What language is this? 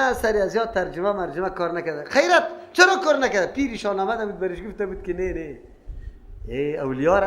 Persian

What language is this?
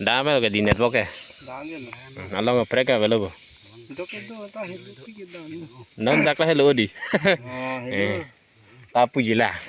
Karbi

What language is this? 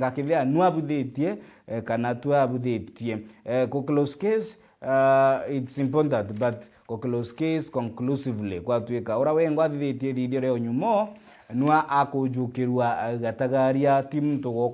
Meru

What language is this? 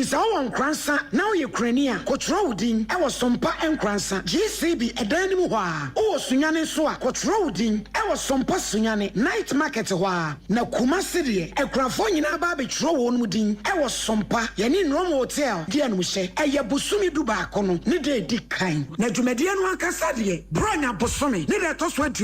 Akan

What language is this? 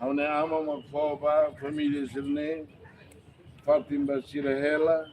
Tetum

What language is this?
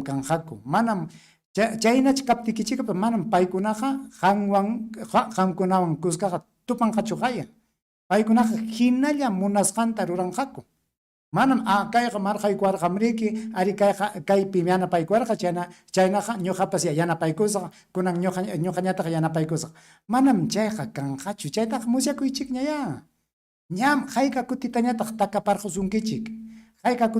Ayacucho Quechua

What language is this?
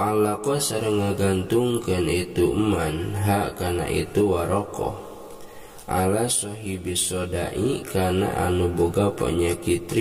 Sundanese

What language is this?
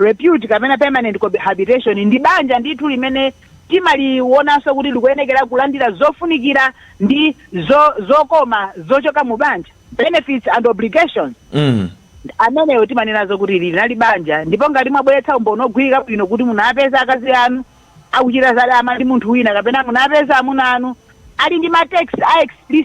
Nyanja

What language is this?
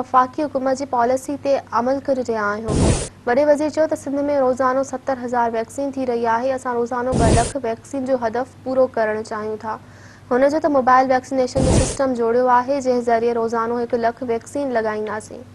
Sindhi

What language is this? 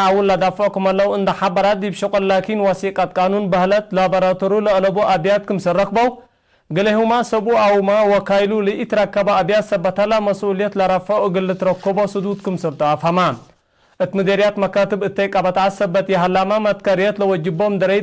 Tigre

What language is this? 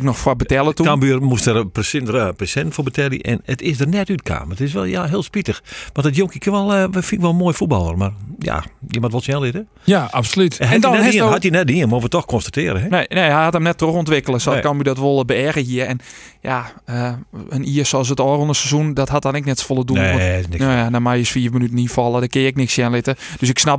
Western Frisian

